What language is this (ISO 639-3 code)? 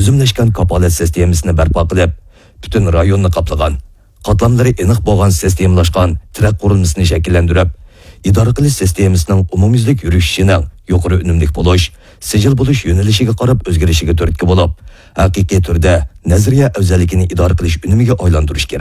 uig